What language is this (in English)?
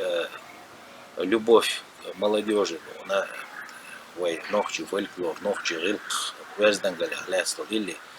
Chechen